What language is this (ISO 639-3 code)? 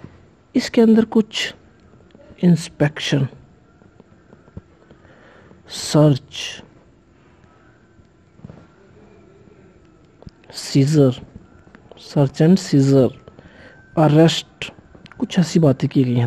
hin